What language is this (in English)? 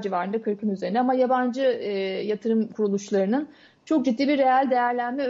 Turkish